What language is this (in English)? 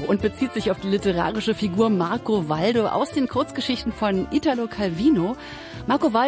German